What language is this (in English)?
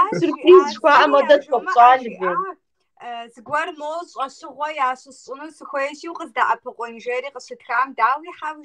Kabardian